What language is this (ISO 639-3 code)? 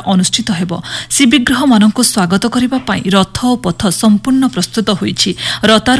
ori